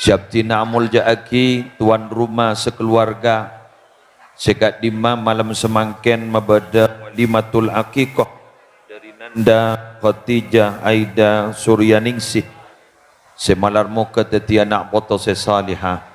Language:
Madurese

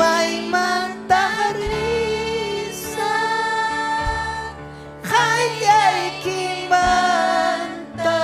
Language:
Ayacucho Quechua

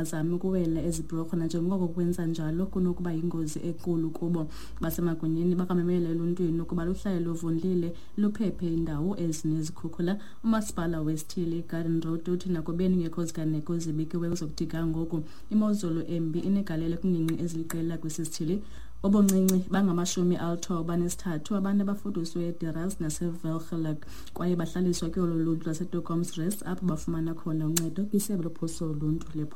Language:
Xhosa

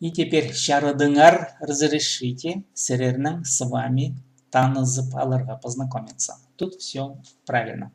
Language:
Khakas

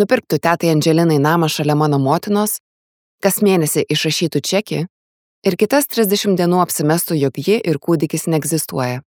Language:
Lithuanian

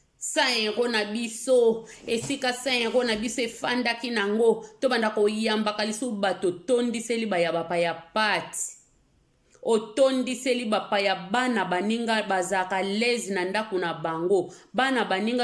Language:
Lingala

